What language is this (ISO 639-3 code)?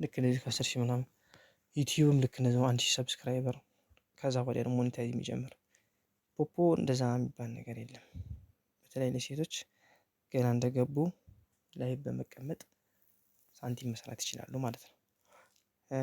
amh